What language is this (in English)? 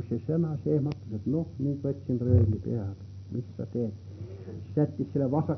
Estonian